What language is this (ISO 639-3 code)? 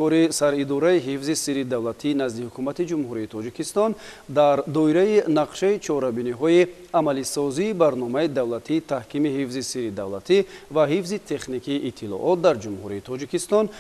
tgk